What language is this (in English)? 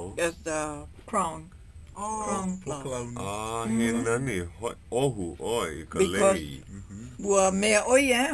Hawaiian